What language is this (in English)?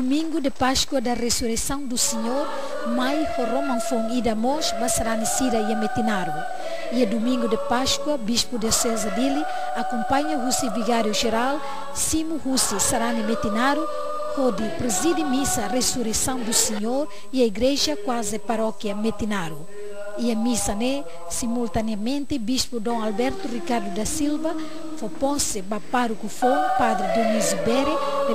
Tetum